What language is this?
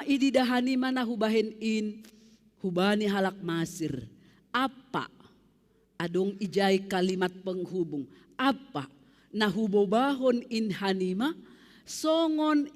Batak Simalungun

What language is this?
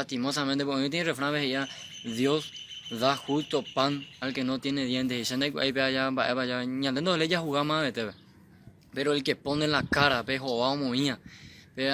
Guarani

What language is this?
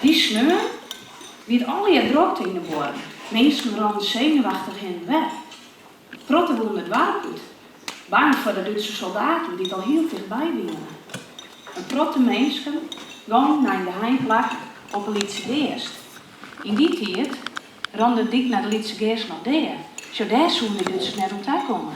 Western Frisian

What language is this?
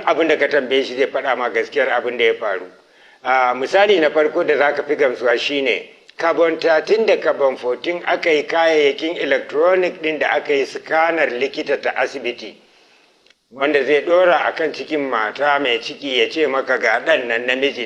Hausa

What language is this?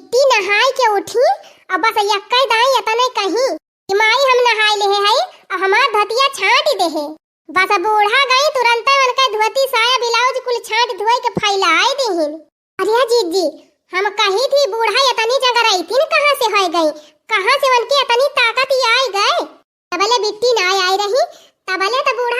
Awadhi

